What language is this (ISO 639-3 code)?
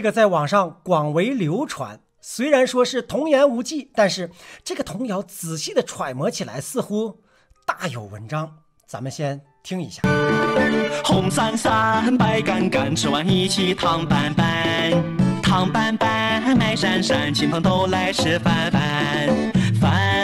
zho